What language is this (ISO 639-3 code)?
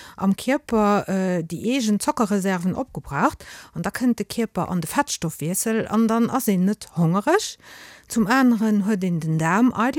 ltz